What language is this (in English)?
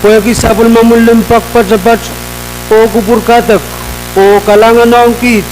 Pohnpeian